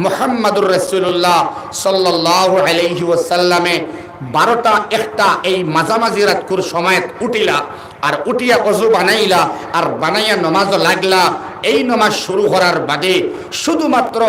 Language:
Sylheti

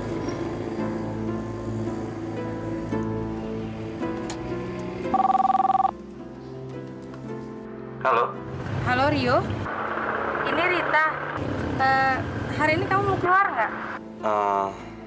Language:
Indonesian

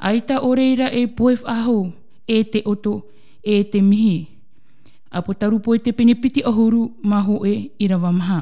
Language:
Tahitian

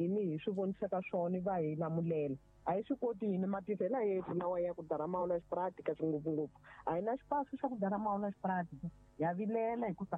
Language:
Tsonga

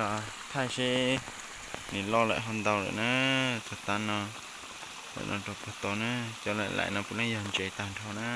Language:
Hmong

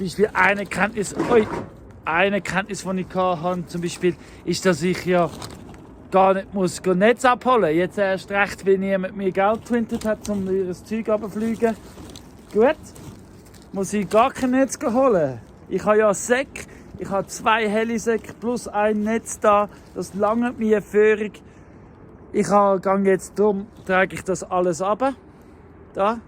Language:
Swiss German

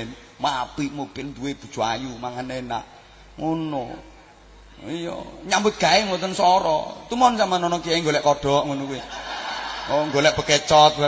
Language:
Javanese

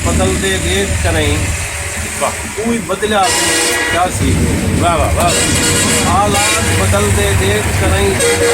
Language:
Saraiki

